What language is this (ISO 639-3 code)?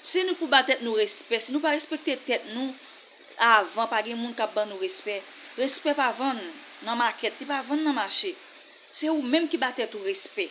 hat